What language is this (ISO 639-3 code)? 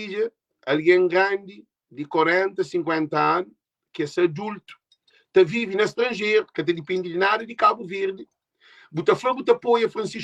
kea